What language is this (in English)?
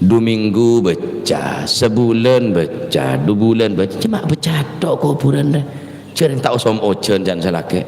Madurese